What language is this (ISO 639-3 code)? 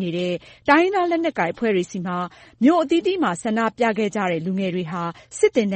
mya